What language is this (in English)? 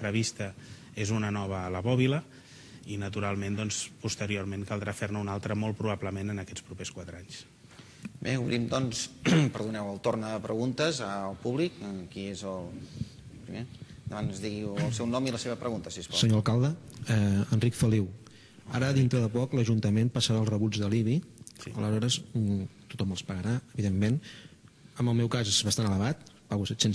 Catalan